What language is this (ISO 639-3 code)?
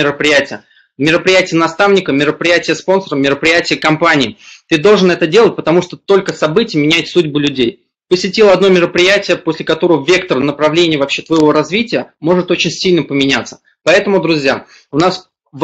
rus